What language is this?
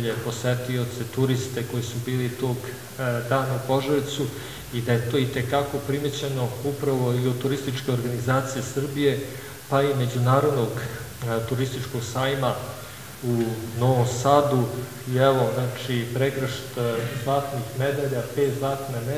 Serbian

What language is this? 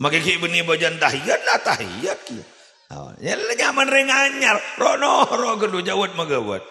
Madurese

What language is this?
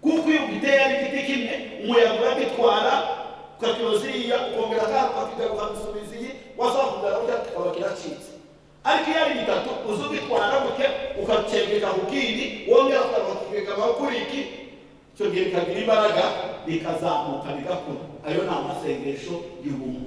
Kinyarwanda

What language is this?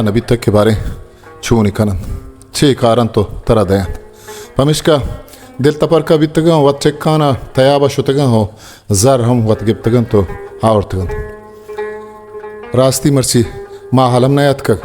Baluchi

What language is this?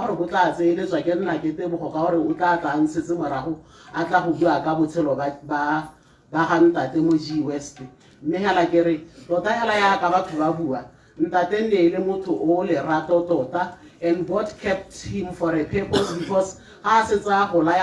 Tswana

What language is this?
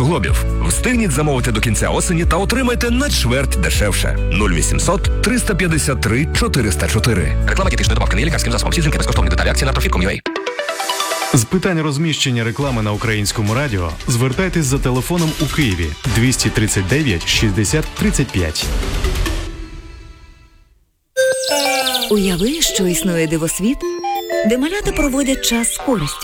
Ukrainian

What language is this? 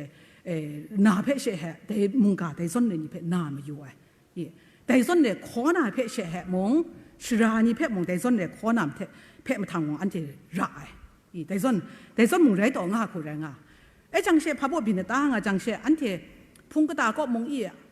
Kachin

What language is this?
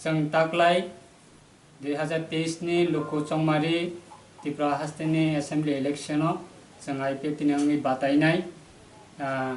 Kok Borok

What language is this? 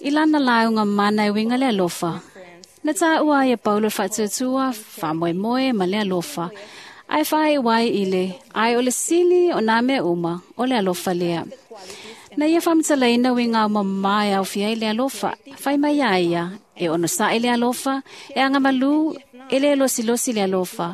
Samoan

